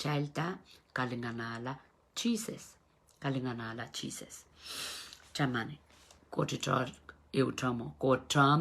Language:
Pohnpeian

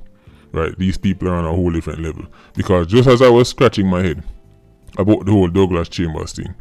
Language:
Jamaican Creole English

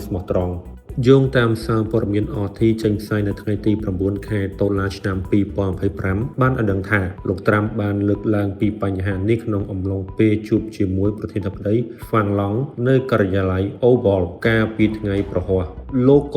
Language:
Khmer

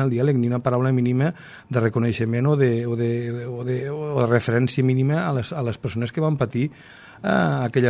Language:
Catalan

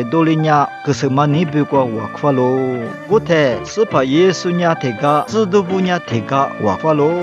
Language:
Lisu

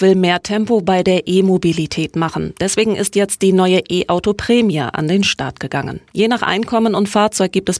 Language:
German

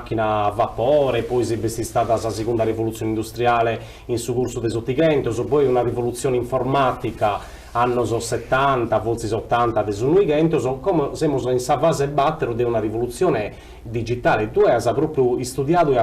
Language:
Sardinian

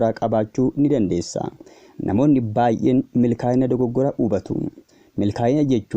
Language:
Oromo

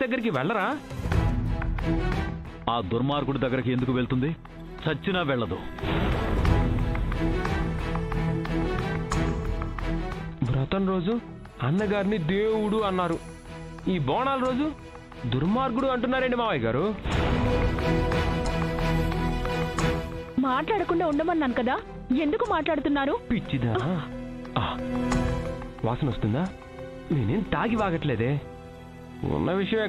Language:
Telugu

